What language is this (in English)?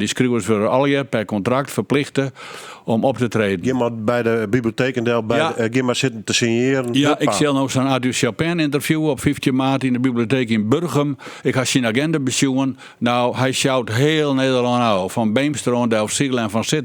Western Frisian